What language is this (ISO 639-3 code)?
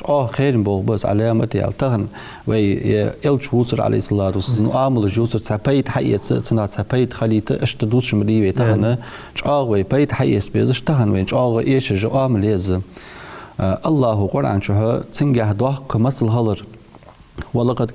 inh